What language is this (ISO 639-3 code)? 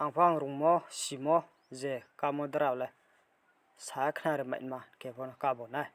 ria